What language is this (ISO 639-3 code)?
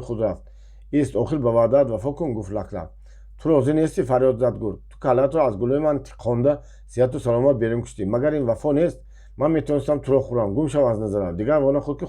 tgk